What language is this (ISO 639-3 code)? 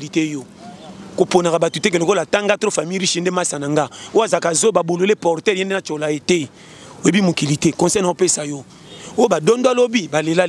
lin